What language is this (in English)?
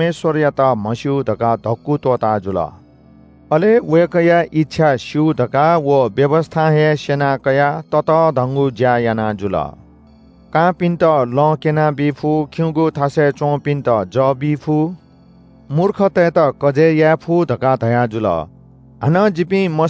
Newari